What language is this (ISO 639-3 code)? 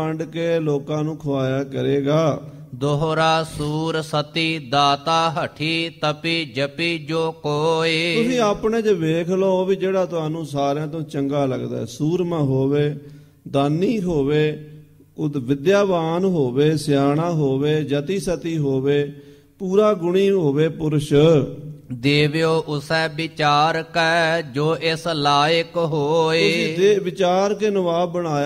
pan